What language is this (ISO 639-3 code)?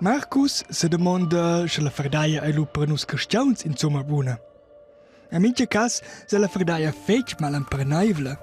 roh